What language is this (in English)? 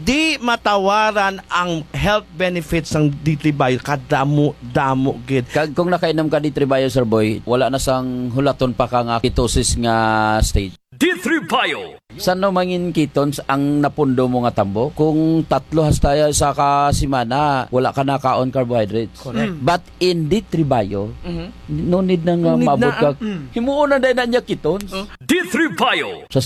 Hiligaynon